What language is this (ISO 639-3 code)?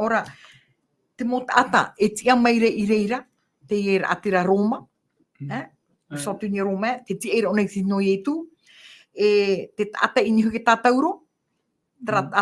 tah